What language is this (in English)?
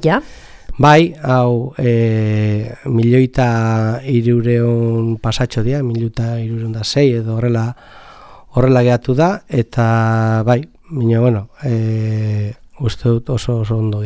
Basque